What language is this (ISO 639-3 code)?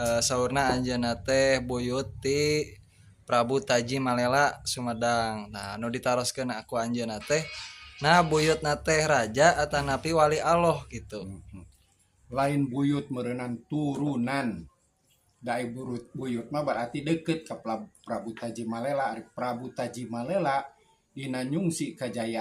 sun